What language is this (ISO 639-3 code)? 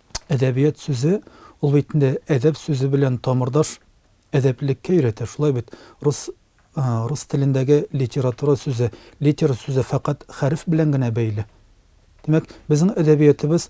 tat